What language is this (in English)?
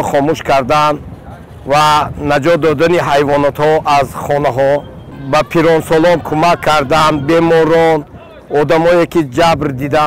Tajik